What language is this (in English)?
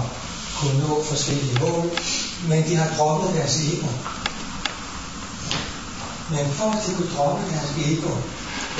Danish